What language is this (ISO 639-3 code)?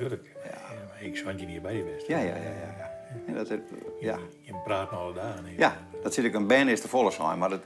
fry